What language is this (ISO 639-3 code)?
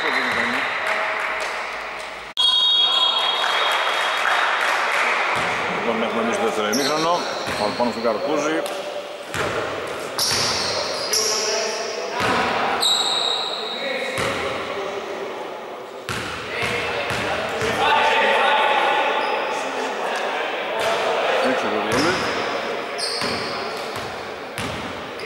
ell